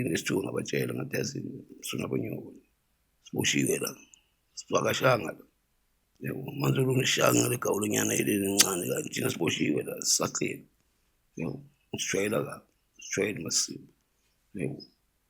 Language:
Zulu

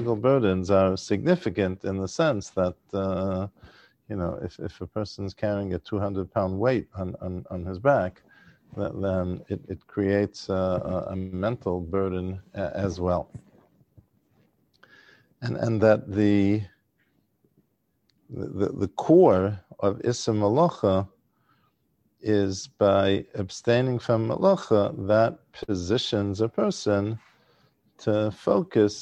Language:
English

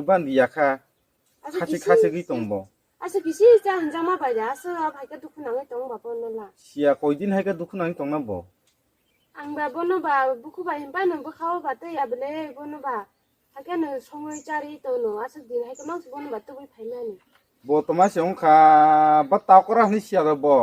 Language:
Kok Borok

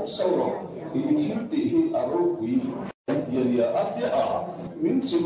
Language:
Mizo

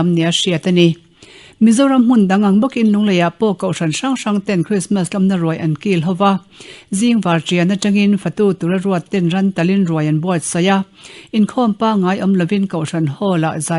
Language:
Mizo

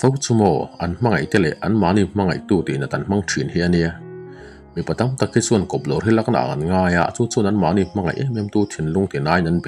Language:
Mizo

